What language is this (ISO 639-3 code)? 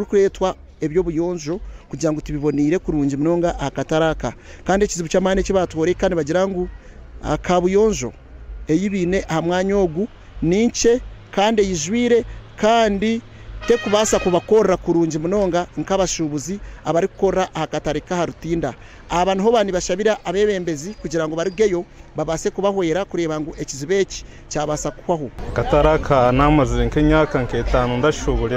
nyn